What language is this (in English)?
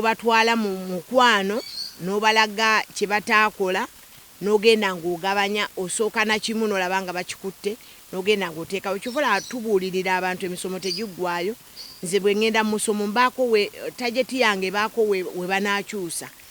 Ganda